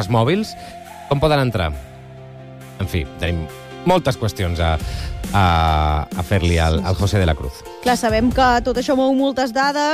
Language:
Catalan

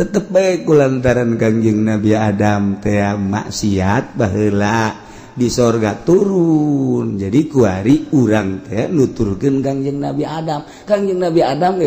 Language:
Sundanese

